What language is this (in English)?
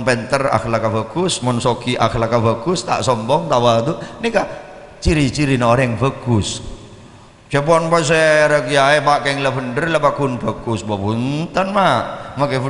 Madurese